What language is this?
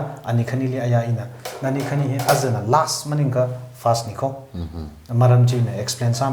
Tangkhul Naga (India)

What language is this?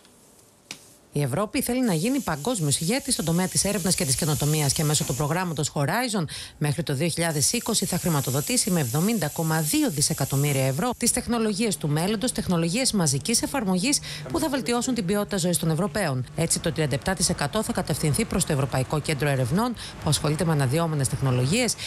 Greek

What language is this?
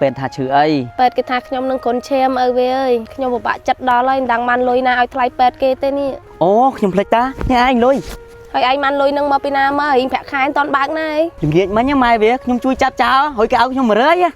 Khmer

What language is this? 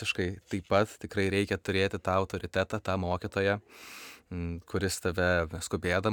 Lithuanian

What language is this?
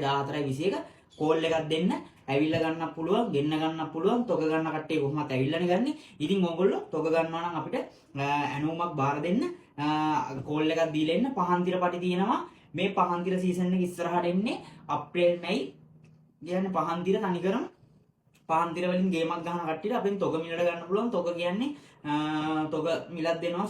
Sinhala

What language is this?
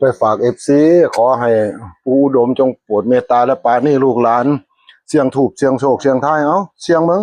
Northeastern Thai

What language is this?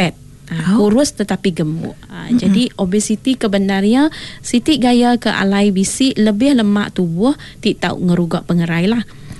Iban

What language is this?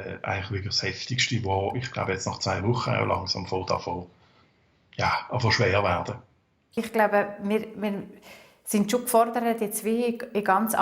Swiss German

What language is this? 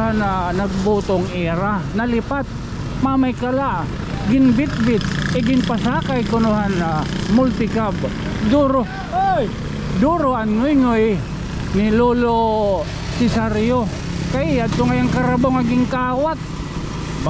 Waray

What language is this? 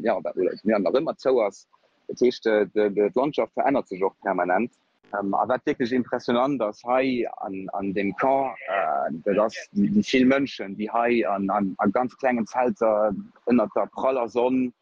Luxembourgish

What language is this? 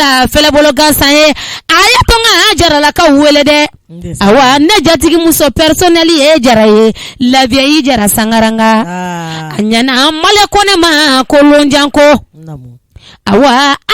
Bambara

